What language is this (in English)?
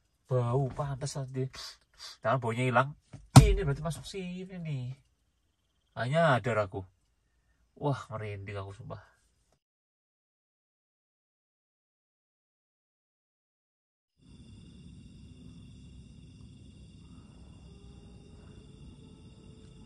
Indonesian